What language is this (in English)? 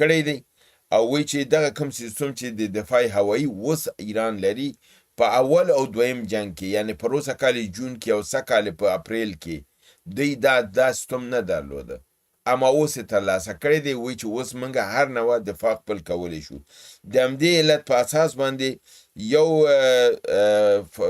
Pashto